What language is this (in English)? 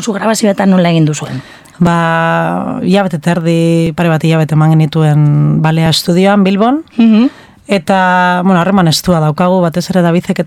Basque